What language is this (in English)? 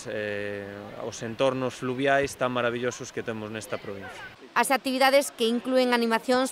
Galician